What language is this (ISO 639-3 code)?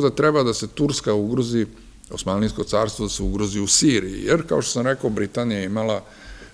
srp